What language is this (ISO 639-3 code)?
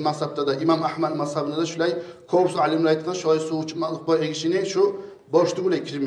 kum